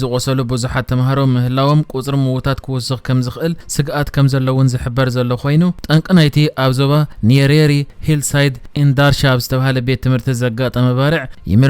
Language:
Tigrinya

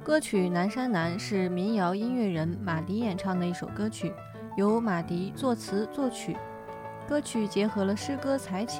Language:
Chinese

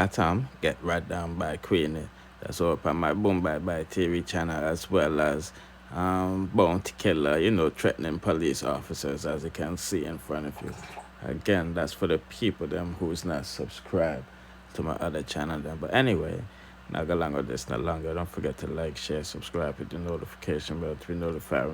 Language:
Jamaican Creole English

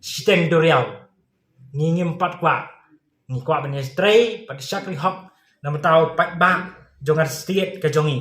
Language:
Khasi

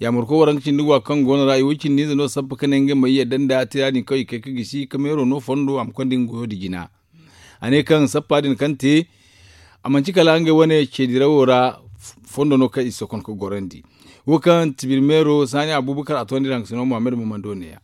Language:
Zarma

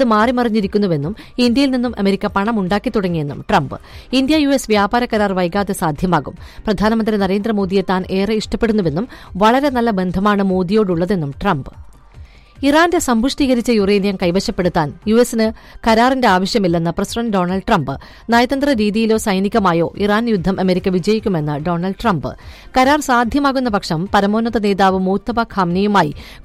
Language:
Malayalam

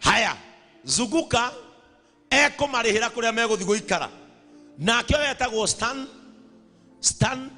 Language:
Kikuyu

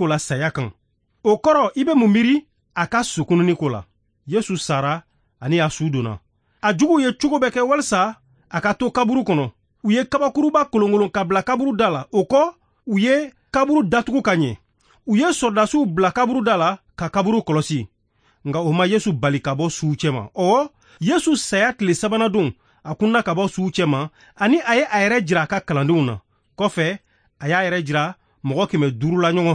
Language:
Bambara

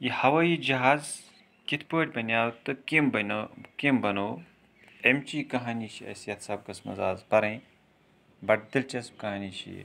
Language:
Kashmiri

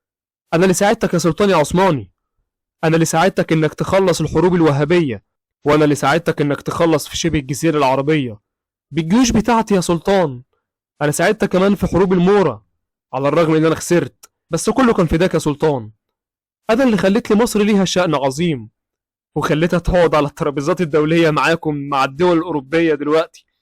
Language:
Egyptian Arabic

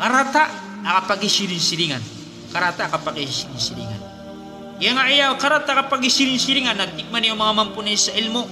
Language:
Maranao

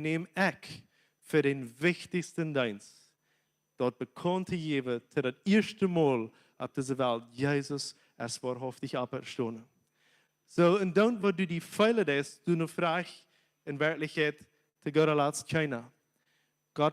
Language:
Plautdietsch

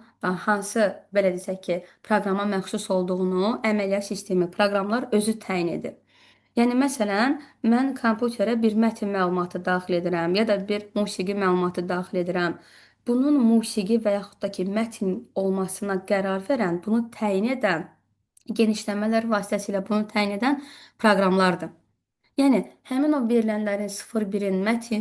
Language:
Azerbaijani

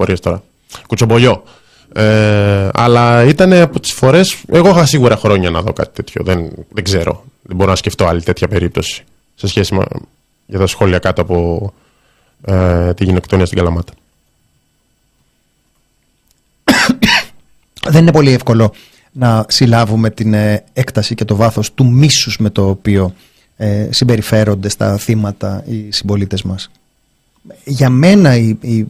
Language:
Greek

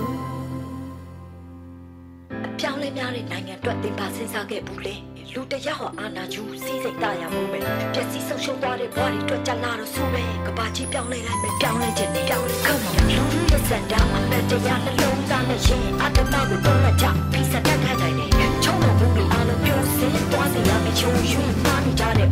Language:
Burmese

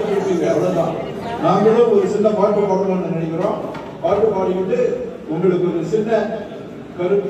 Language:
Tamil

